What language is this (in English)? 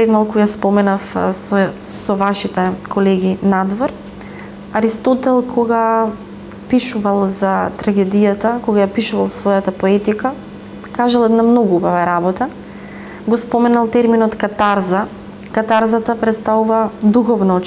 Macedonian